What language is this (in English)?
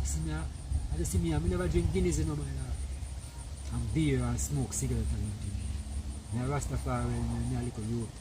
Jamaican Creole English